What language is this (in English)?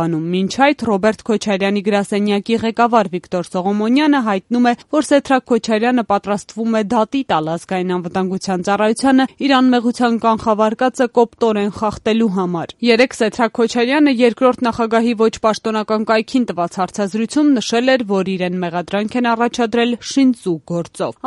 Armenian